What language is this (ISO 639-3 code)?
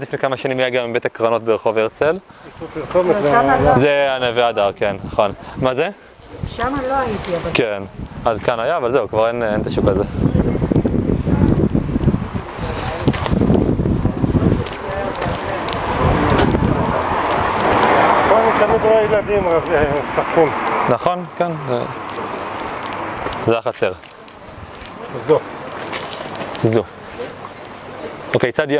heb